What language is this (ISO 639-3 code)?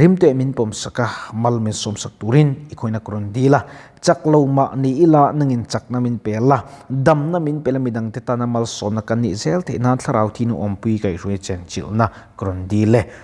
lus